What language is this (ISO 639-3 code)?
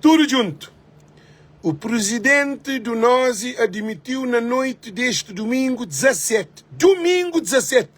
kea